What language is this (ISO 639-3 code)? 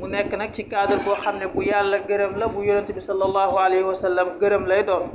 wol